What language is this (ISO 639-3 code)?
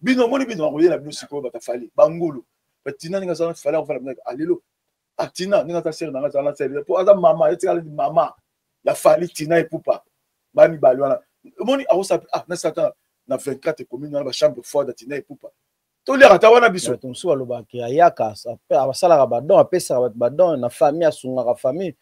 lin